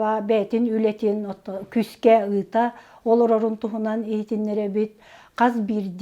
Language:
Yakut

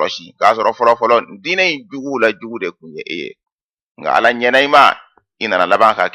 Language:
Bambara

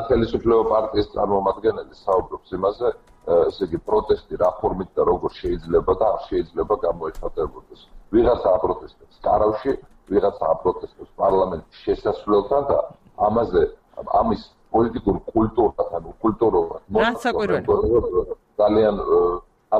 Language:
Georgian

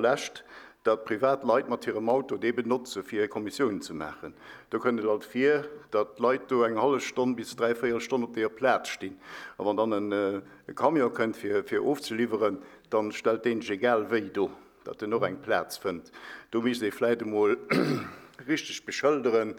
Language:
Luxembourgish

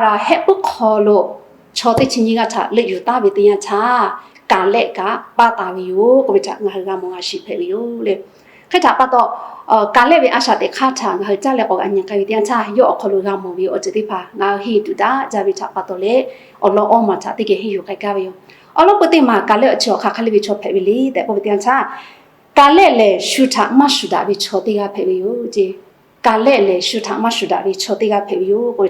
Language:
Lahu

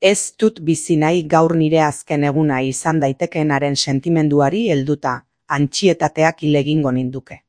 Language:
Basque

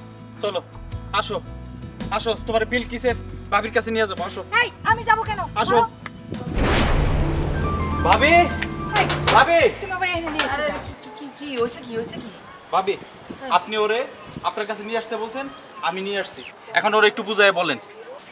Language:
Bangla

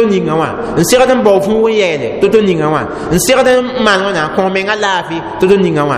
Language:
Mossi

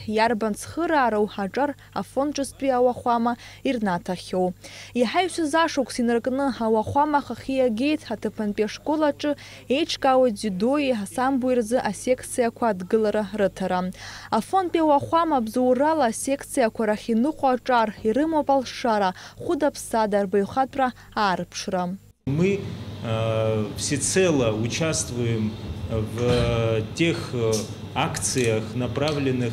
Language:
Abkhazian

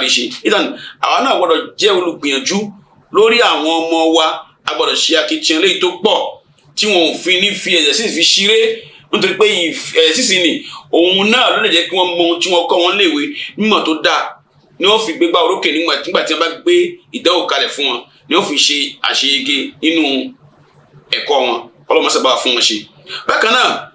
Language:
Yoruba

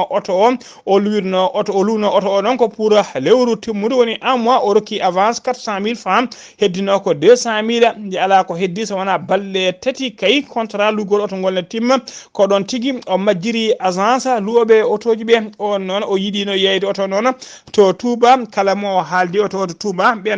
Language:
Fula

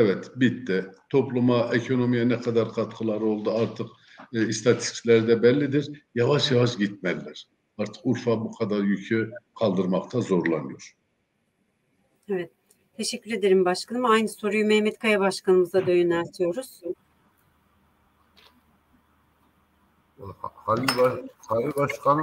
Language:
Turkish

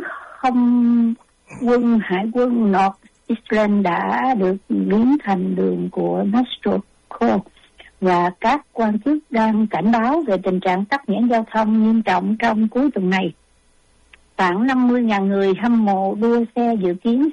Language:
Vietnamese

